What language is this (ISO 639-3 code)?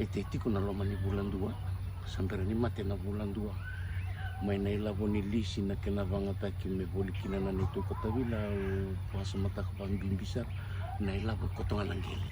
fij